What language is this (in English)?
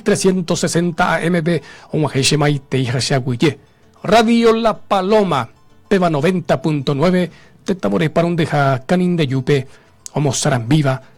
Guarani